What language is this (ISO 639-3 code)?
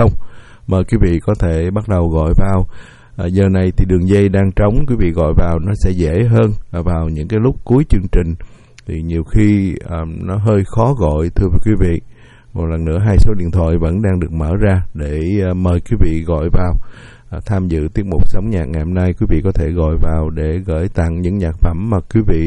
vie